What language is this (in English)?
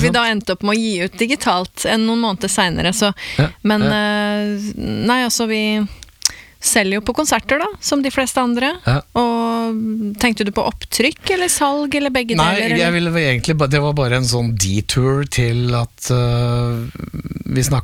Norwegian